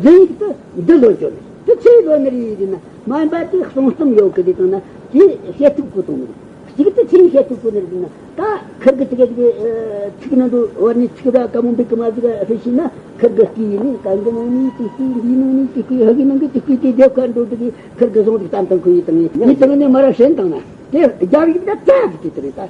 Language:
Tibetan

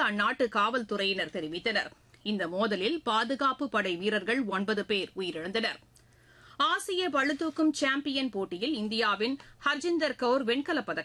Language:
Tamil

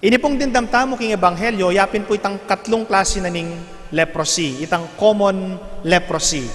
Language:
Pampanga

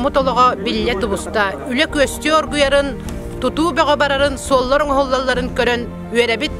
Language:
Yakut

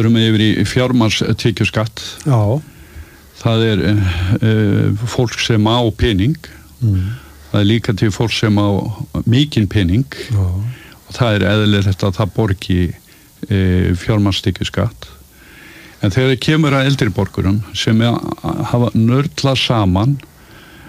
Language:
Icelandic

